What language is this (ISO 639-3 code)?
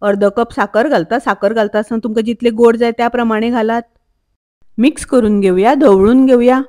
kok